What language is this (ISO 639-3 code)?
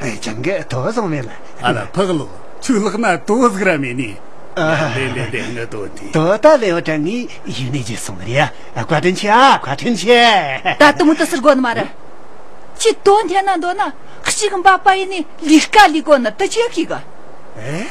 bod